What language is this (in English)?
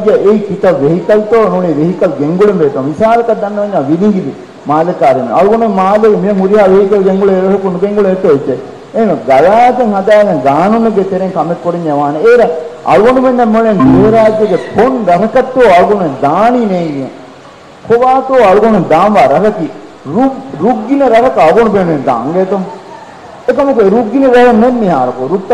Divehi